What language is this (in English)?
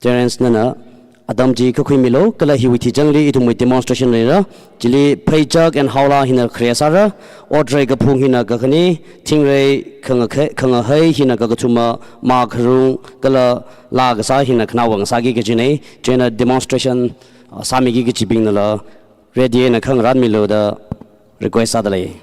Tangkhul Naga (India)